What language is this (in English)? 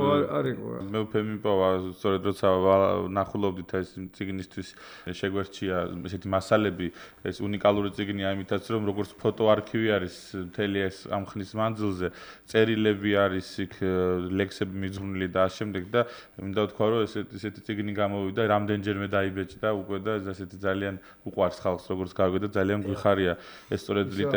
Georgian